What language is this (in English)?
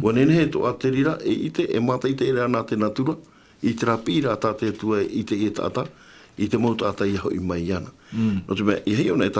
Tahitian